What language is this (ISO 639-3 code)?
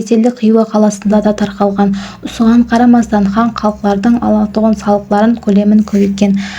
kaa